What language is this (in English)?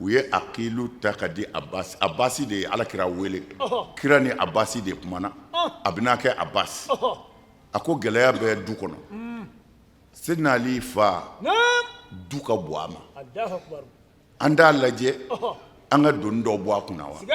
Bambara